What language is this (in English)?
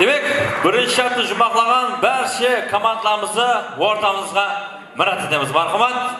Kara-Kalpak